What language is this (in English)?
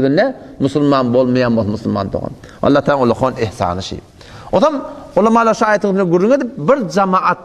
Turkmen